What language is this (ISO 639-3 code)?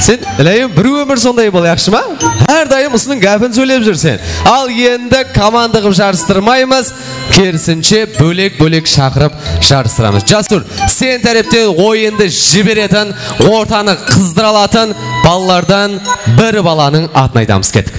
kaa